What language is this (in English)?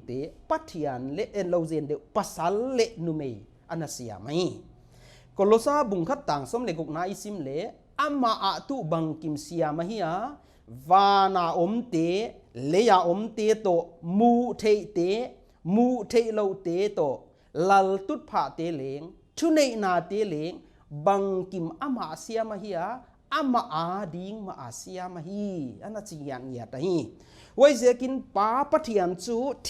Paite Chin